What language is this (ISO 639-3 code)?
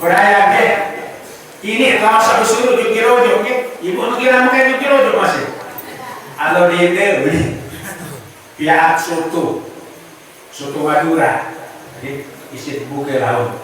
sas